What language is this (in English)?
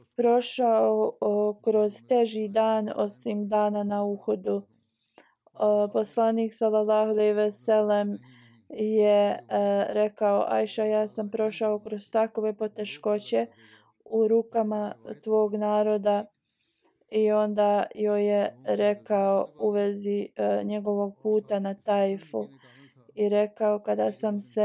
Bosnian